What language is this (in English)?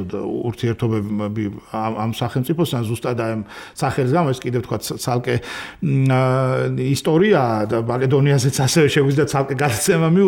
Georgian